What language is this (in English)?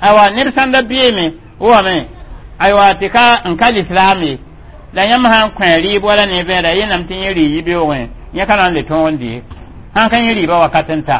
Mossi